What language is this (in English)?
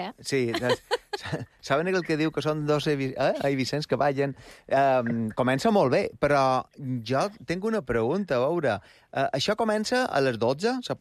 Catalan